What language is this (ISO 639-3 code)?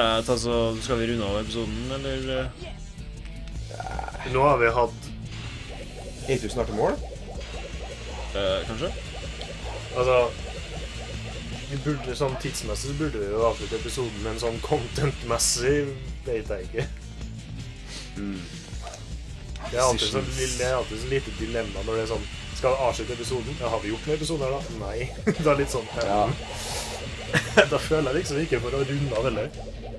nor